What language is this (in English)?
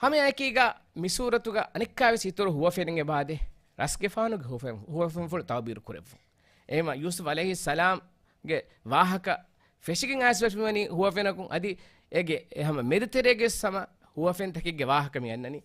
Divehi